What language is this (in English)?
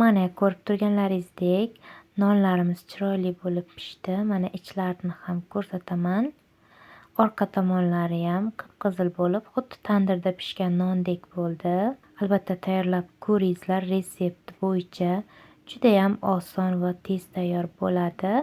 Uzbek